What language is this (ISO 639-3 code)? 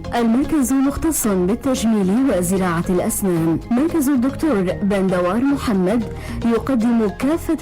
apc